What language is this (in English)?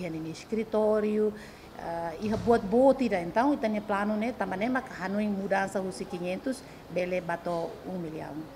Tetum